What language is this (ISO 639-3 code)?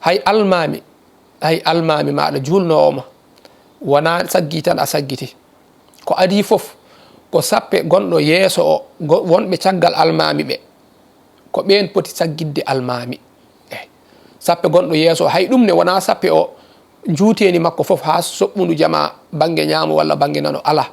ful